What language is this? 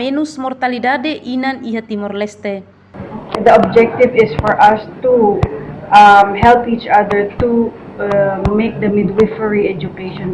Tetum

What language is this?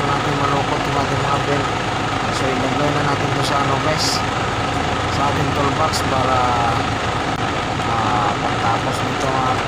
Filipino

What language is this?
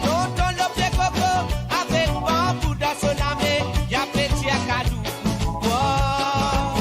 Morisyen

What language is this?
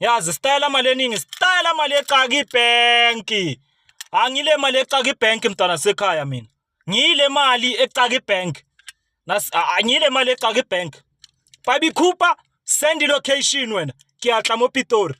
Zulu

